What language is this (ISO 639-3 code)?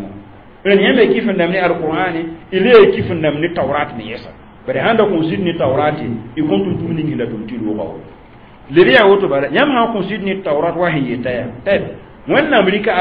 mos